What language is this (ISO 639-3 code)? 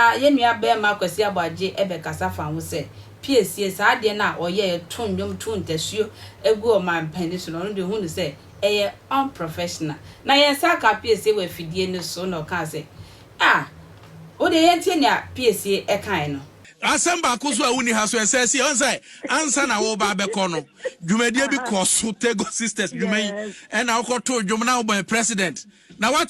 aka